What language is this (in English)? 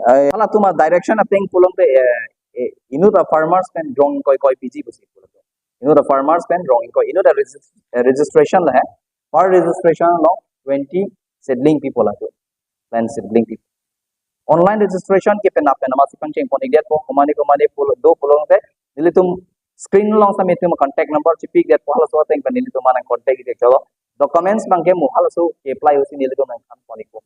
Karbi